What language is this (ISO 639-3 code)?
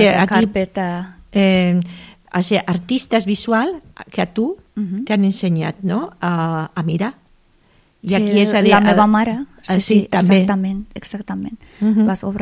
cat